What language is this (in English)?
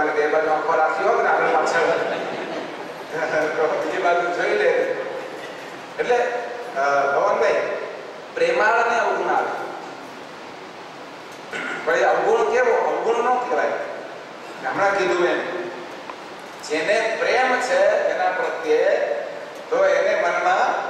Gujarati